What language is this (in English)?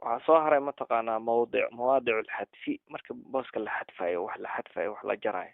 Somali